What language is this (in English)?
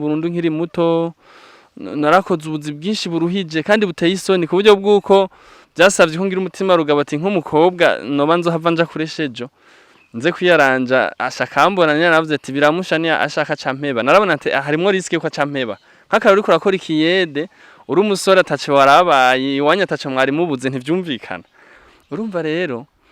Rundi